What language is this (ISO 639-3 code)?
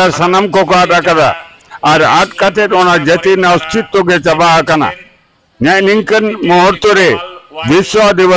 sat